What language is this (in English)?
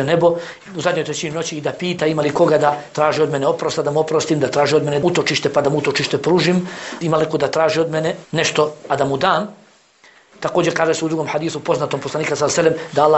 Bosnian